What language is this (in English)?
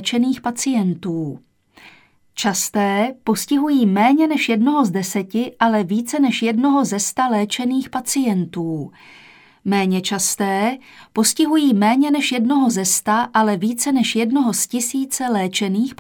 Czech